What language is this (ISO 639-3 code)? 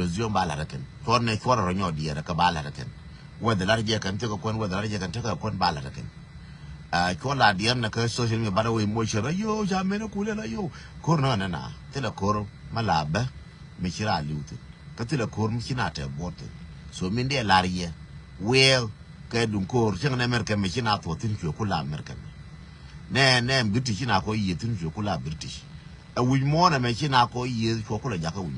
nus